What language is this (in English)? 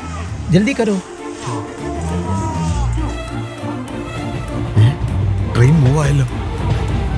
Malayalam